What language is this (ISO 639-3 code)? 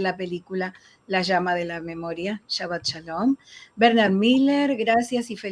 lad